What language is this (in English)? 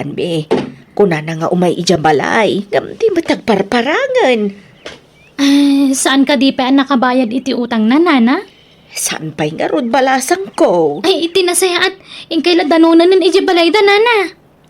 Iloko